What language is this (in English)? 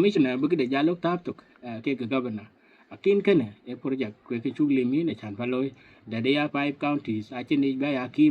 Dinka